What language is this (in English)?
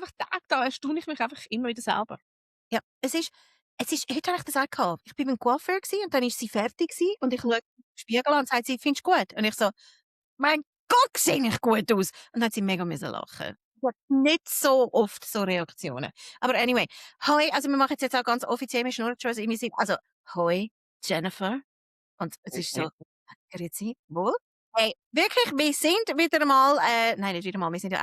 Swiss German